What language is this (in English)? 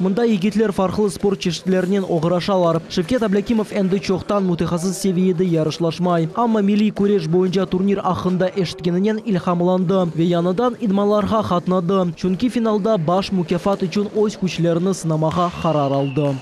Crimean Tatar